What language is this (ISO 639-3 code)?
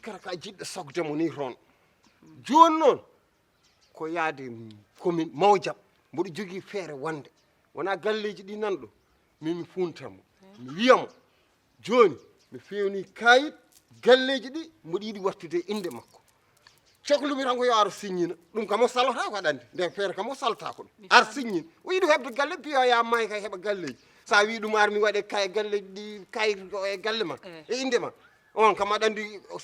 ful